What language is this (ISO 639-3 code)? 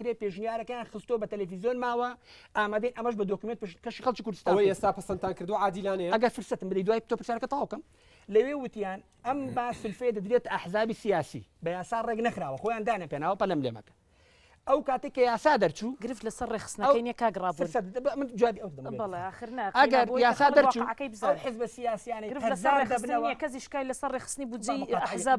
ckb